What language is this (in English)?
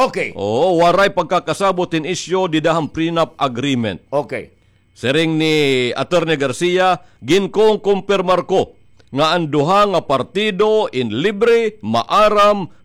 Waray